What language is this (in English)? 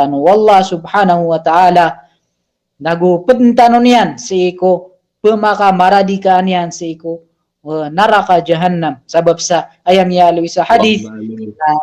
Maranao